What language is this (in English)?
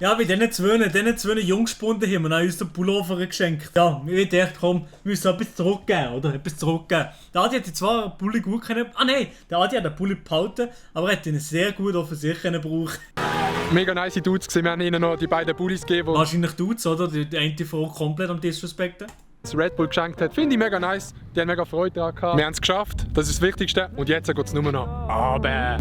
Swiss German